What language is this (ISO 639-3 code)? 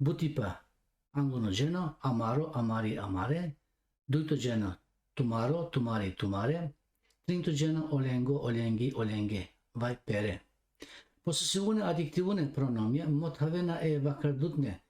rmn